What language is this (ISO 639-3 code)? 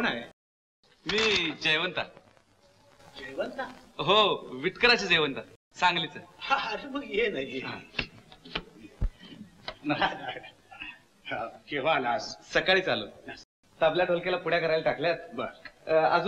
mar